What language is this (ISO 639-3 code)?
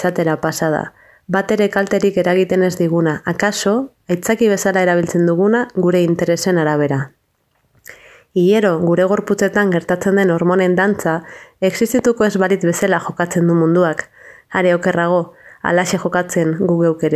eus